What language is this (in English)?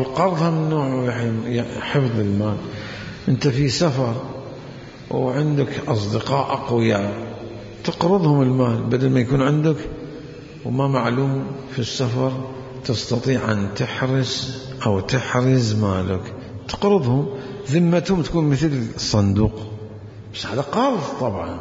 Mesopotamian Arabic